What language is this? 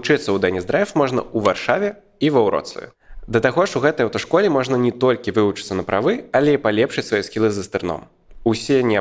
Belarusian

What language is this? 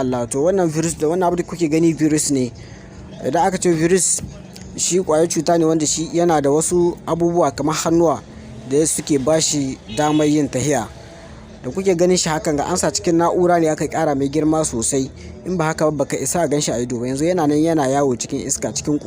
Hausa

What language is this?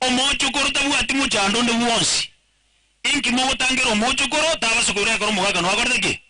Gusii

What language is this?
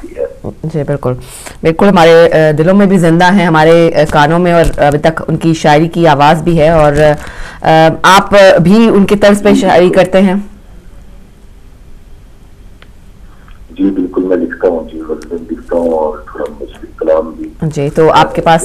Urdu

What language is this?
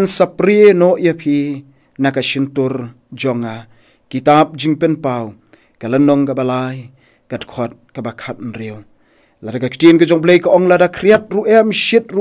Khasi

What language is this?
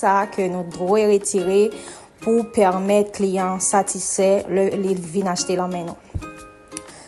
Haitian Creole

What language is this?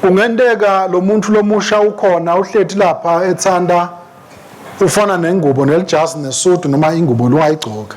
Swati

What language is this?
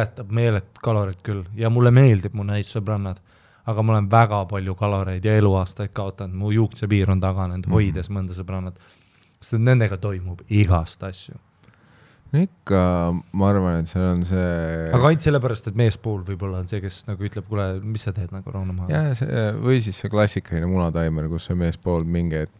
Estonian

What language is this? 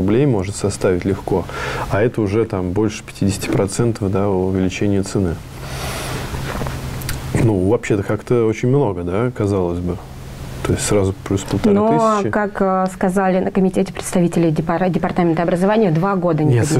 Russian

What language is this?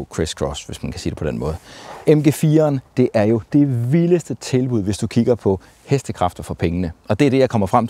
Danish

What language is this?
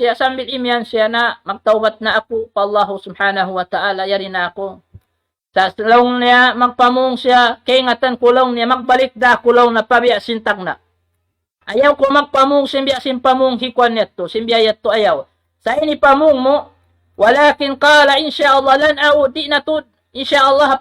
Tausug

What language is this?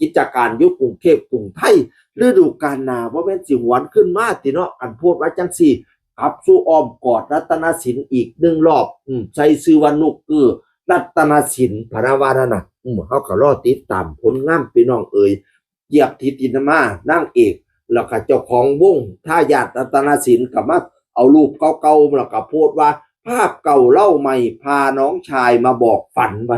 Northeastern Thai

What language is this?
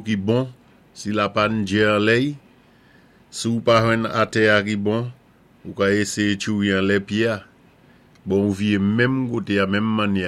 Saint Lucian Creole French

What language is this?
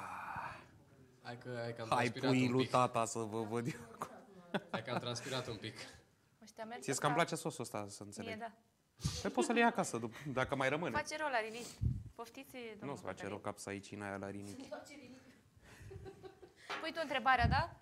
Romanian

